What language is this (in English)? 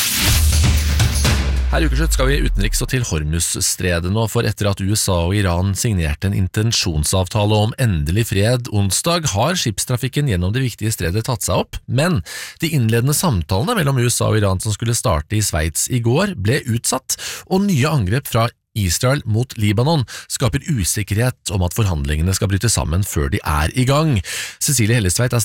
Norwegian